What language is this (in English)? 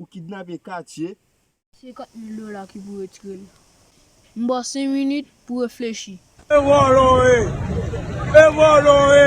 Haitian Creole